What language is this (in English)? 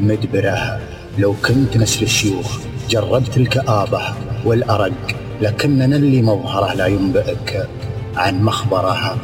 Najdi Arabic